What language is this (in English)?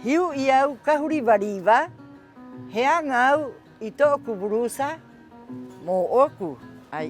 Rapanui